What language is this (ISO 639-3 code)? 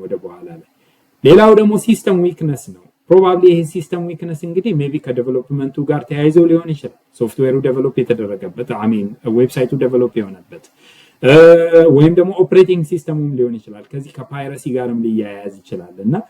amh